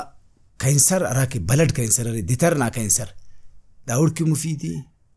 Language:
Brahui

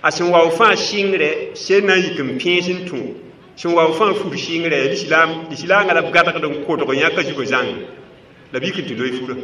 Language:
Mossi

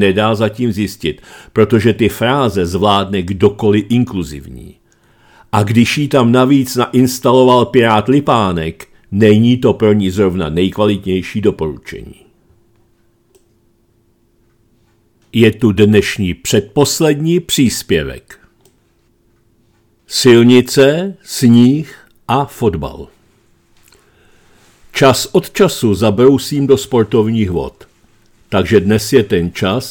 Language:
Czech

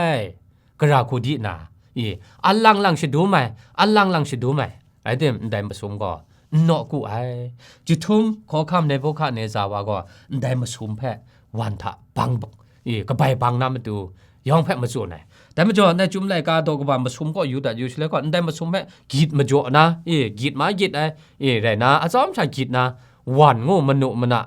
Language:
Kachin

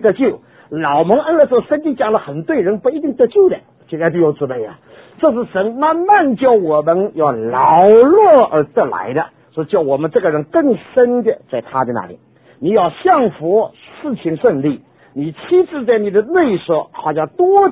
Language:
Chinese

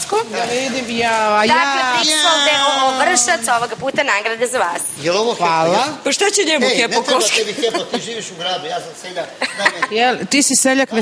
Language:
Serbian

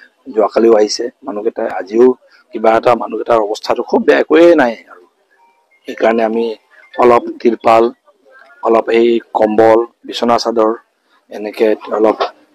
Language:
Assamese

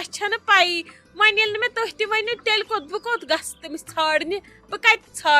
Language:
Kashmiri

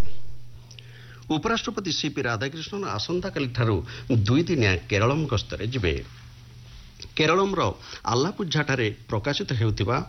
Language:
Odia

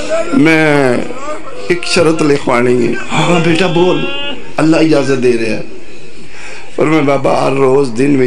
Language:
Urdu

